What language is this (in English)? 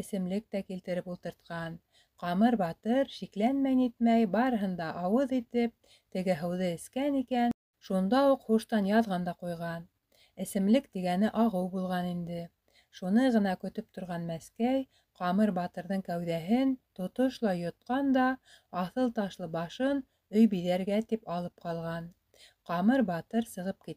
Bashkir